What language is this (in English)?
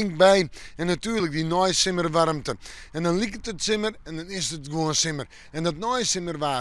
Western Frisian